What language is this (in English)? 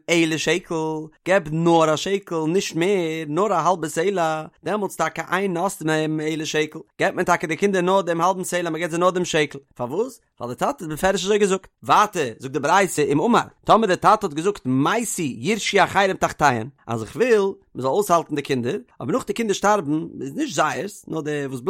Yiddish